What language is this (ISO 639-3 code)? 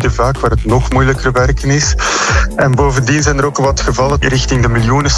nld